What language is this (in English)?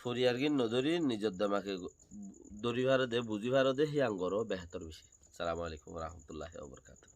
Rohingya